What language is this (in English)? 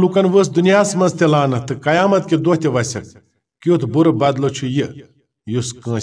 Kashmiri